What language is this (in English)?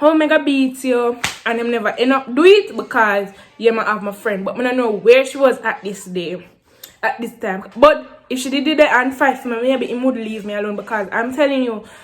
Jamaican Creole English